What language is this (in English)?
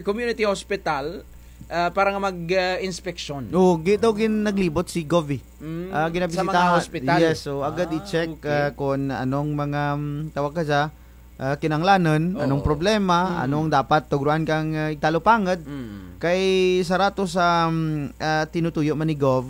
Kinaray-a